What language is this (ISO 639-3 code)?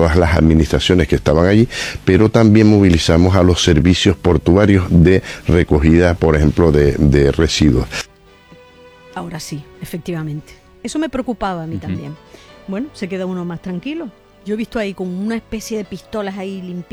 spa